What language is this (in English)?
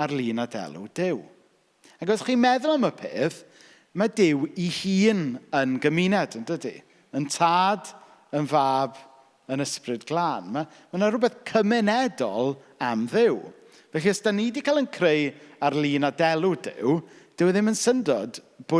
Welsh